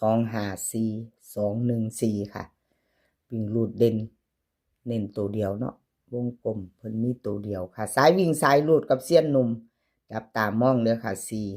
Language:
Northeastern Thai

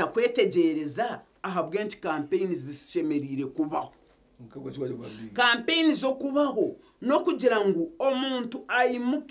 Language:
Nyankole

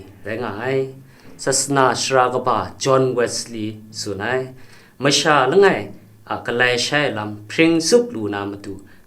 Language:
Kachin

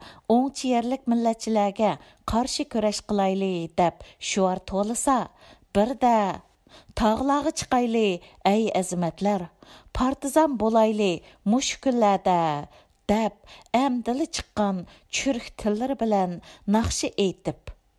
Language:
Uyghur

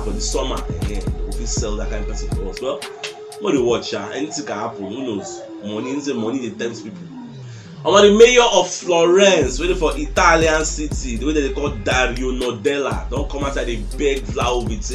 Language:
Nigerian Pidgin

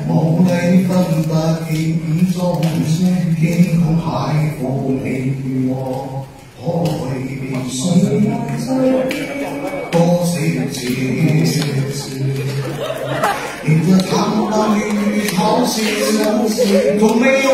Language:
Chinese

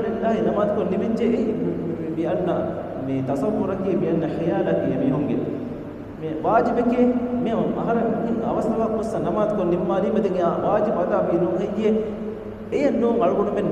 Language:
Divehi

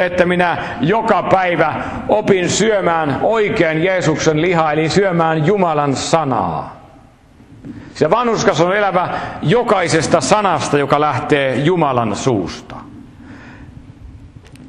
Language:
Finnish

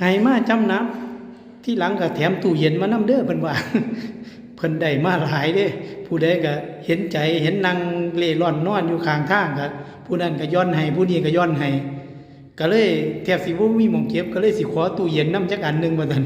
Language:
Lao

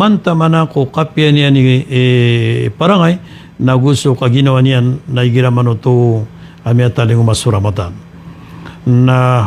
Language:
Maranao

